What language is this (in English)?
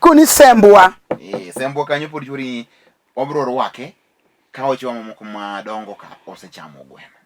Luo (Kenya and Tanzania)